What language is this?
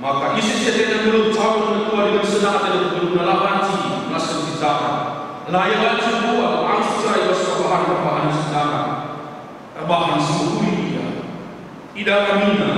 Batak Karo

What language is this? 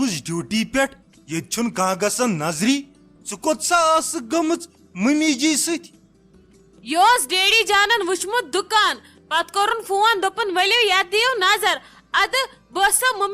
Kashmiri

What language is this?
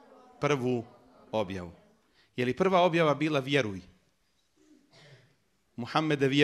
Bosnian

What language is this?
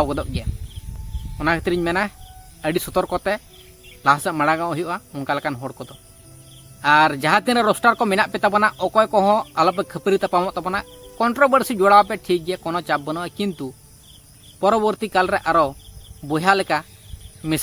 Santali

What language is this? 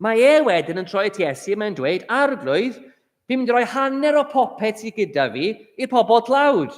Welsh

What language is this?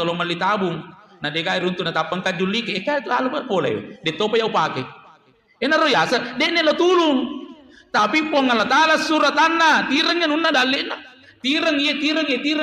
Buginese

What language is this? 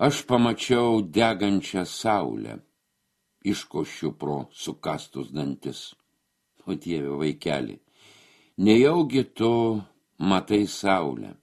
Lithuanian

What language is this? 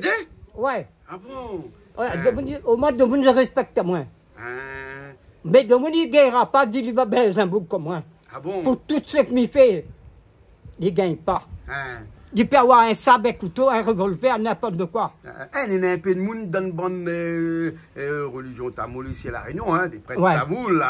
Réunion Creole French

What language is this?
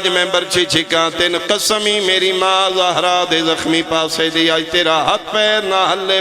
Pahari-Potwari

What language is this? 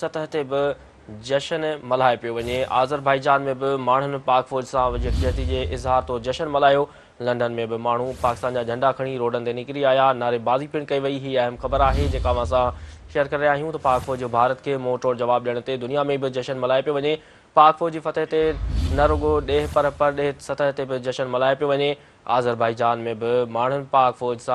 Sindhi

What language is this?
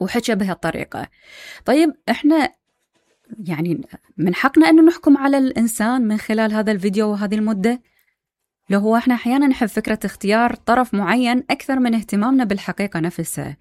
Mesopotamian Arabic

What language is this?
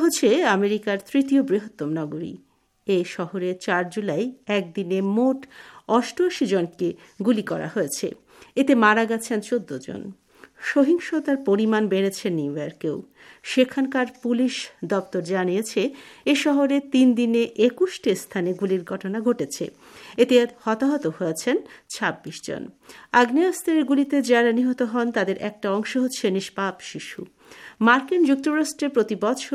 Bangla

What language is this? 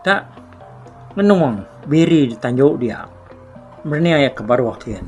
Iban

